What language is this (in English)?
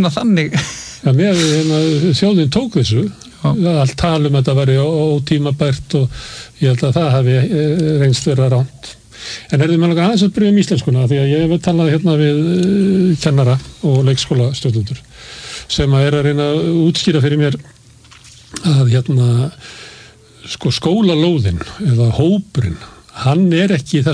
Icelandic